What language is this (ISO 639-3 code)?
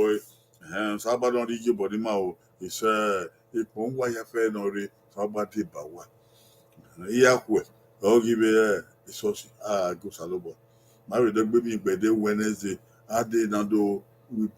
bin